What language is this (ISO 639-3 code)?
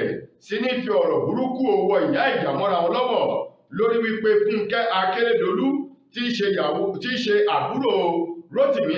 yor